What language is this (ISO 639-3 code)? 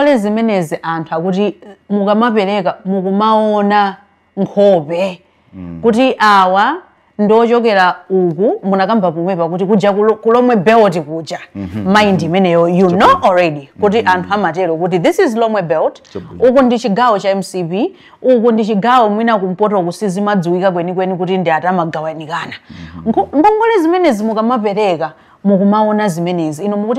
nya